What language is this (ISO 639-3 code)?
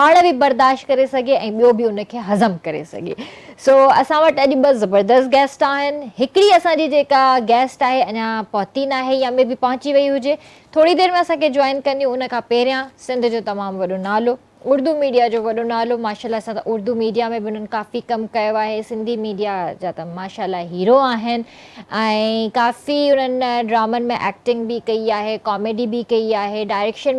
snd